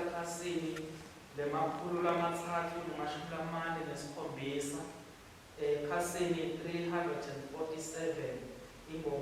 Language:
Swati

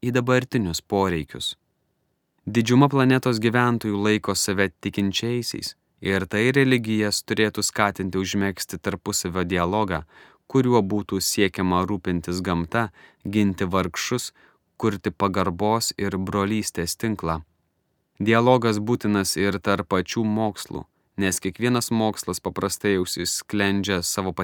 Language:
Lithuanian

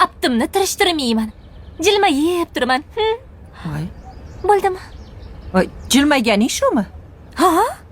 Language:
Uzbek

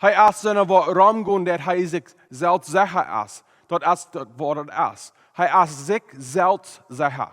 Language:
Plautdietsch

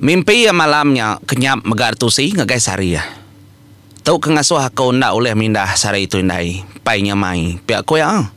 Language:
Iban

